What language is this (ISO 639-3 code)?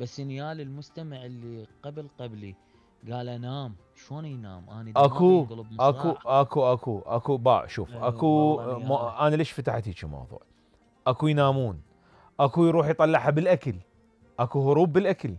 acm